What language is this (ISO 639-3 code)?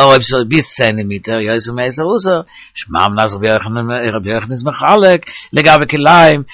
yid